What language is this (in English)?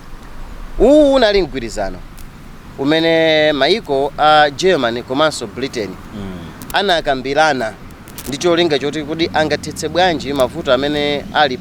Nyanja